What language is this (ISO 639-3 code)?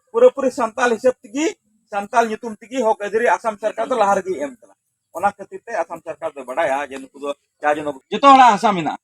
sat